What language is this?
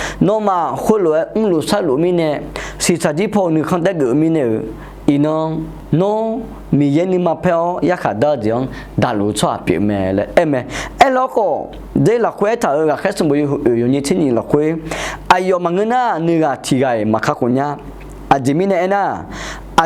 Akha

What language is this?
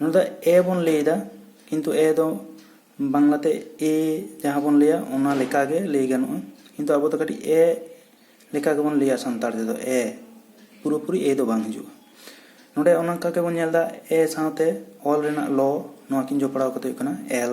Santali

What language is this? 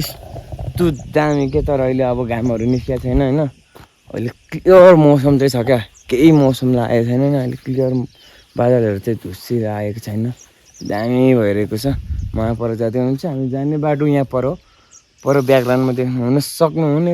Nepali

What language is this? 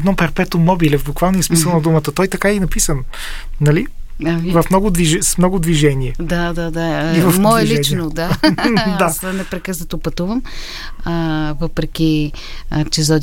Bulgarian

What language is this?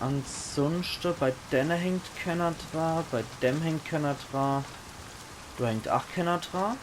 Palatine German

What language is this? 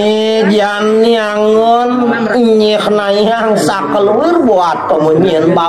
Balinese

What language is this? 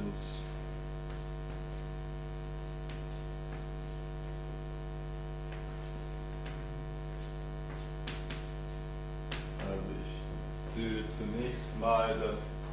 German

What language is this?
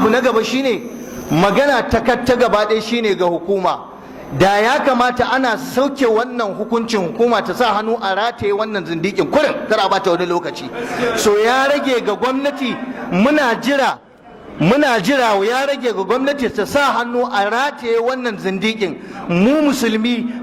Hausa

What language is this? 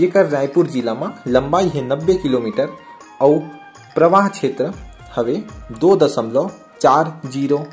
Chhattisgarhi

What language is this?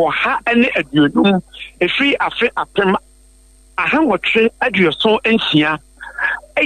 Akan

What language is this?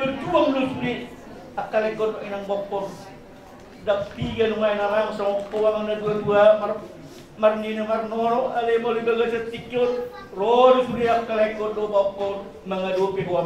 Batak Toba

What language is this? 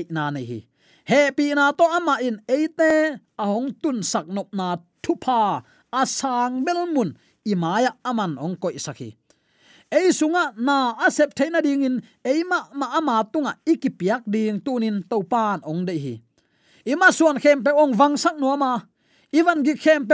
Tedim Chin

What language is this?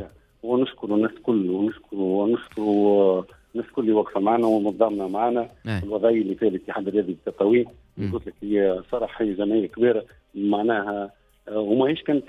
Tunisian Arabic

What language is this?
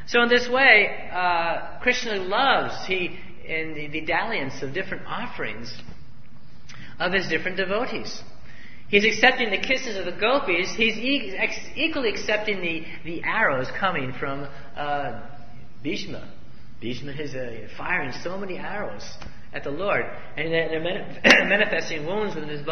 English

